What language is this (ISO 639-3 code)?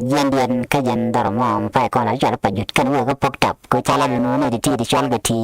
nus